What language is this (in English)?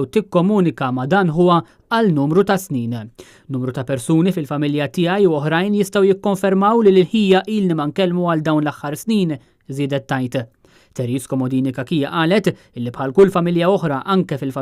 Maltese